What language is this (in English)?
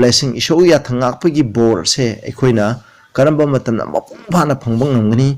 Manipuri